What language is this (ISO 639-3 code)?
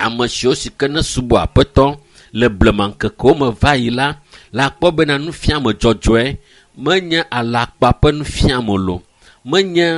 ewe